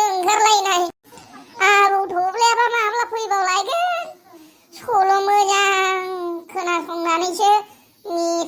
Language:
Bodo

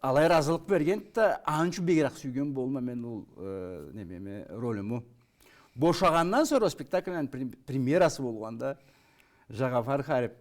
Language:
Karachay-Balkar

